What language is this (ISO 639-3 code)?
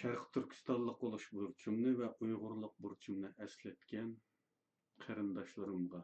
uig